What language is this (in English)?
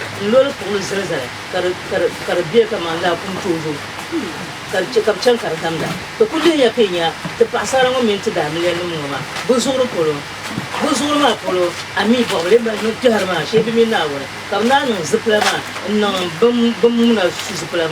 Dagbani